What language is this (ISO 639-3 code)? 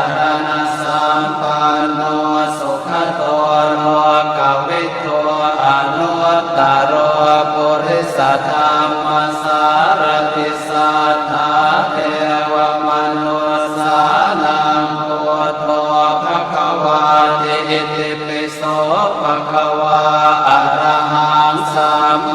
pli